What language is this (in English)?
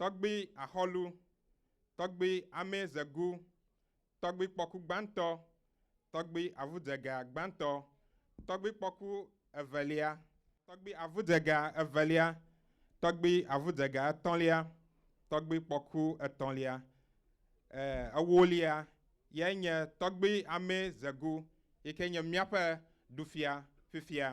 Ewe